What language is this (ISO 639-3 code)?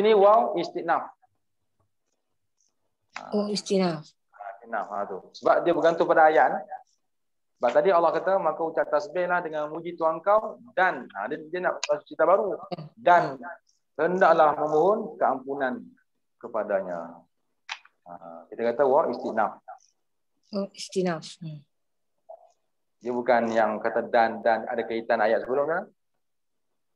msa